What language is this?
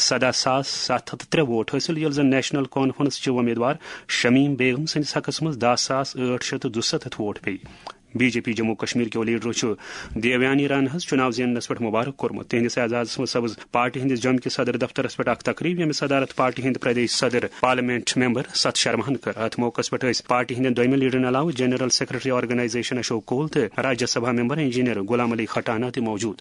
Kashmiri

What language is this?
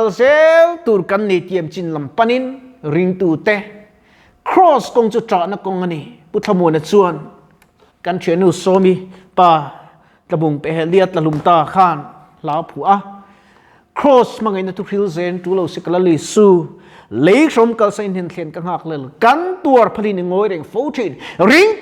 Mizo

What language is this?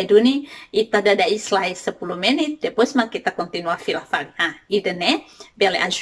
Tetum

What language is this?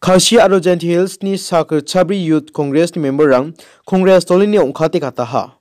Garo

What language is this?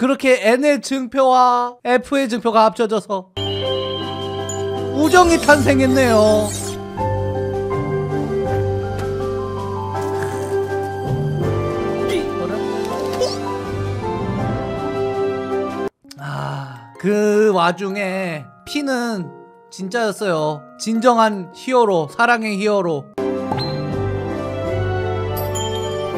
Korean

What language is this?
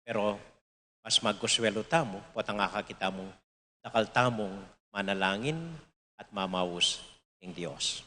Pampanga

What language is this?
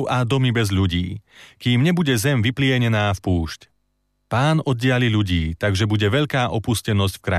Slovak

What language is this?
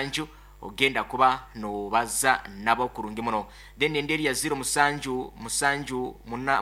Nyoro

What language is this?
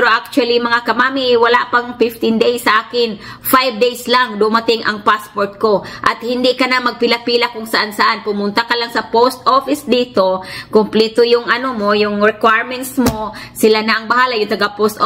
Filipino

